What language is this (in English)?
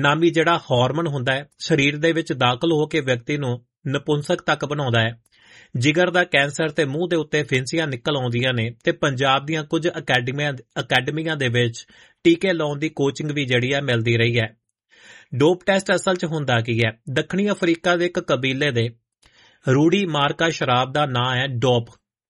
Punjabi